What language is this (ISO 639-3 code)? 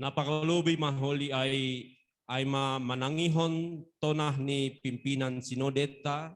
bts